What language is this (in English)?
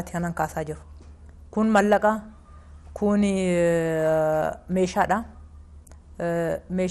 Oromo